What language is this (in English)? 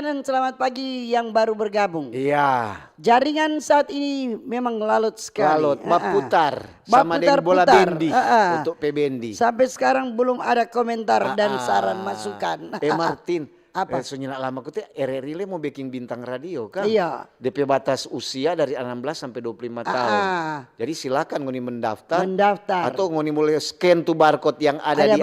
Manado Malay